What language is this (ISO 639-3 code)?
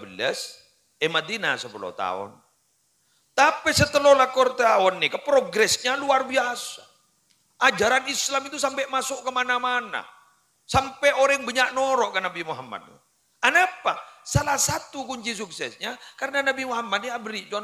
mad